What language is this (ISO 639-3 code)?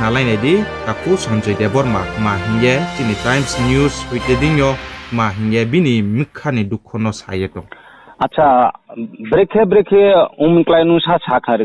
ria